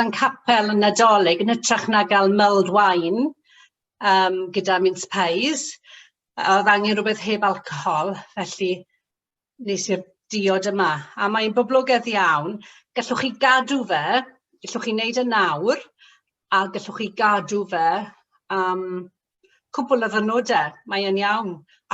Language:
Welsh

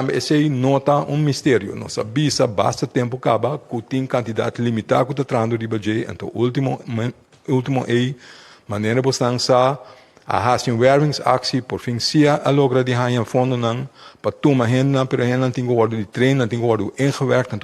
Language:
Papiamento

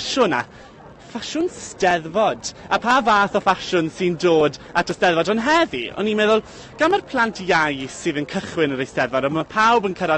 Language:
Welsh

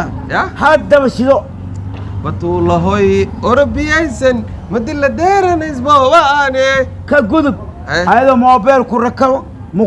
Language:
Somali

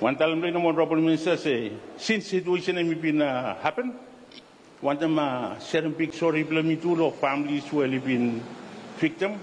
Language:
Bislama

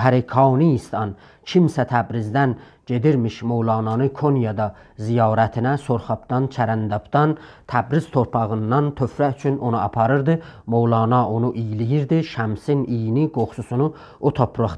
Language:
South Azerbaijani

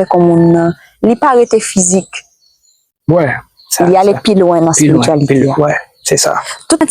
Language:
Haitian Creole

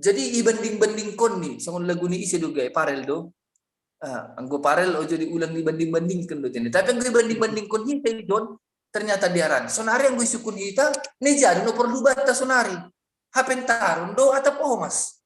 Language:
Batak Simalungun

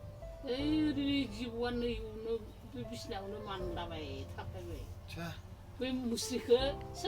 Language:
Bodo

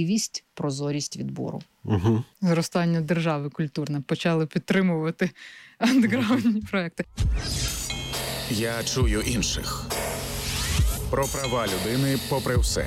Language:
Ukrainian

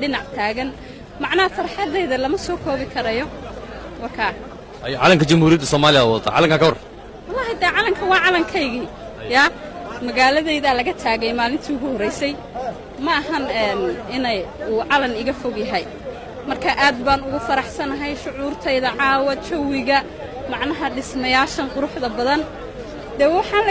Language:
Somali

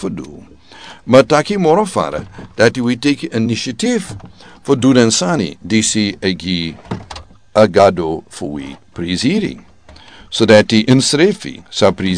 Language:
Sranan Tongo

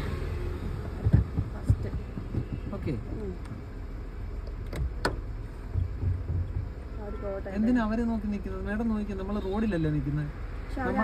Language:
Malayalam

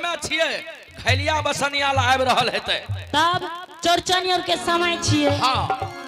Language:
Angika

